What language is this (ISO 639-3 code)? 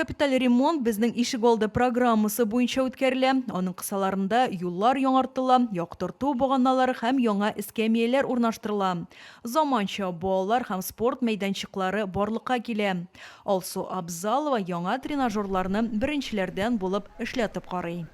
tat